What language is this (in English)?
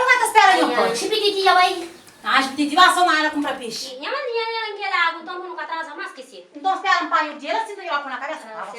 Kabuverdianu